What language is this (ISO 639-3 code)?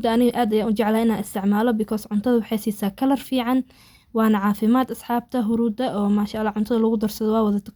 som